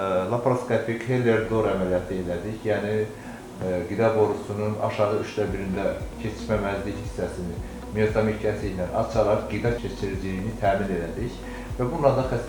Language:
Azerbaijani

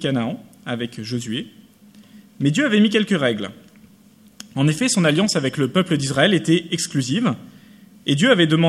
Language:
French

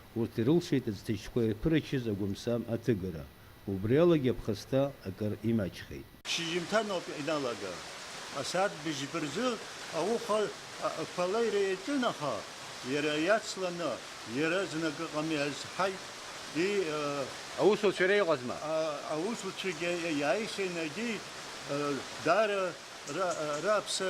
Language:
Abkhazian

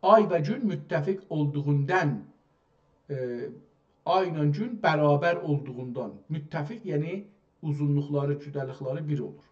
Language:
South Azerbaijani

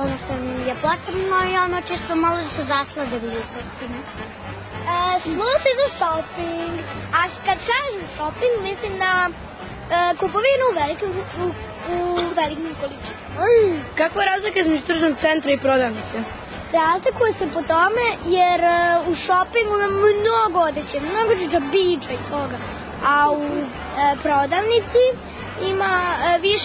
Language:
Serbian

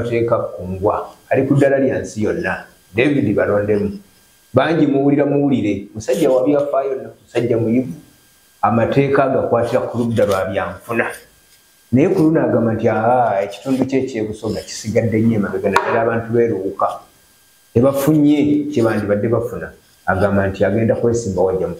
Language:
Ganda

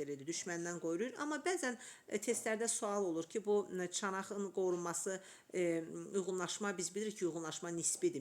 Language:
Azerbaijani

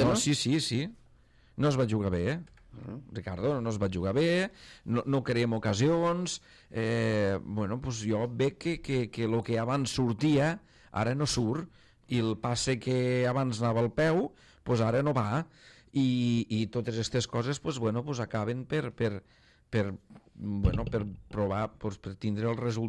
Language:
Catalan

